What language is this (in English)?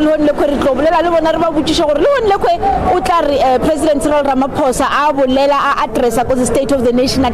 Northern Sotho